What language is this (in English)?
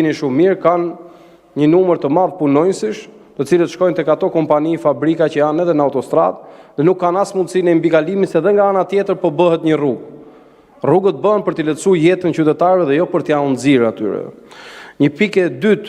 Albanian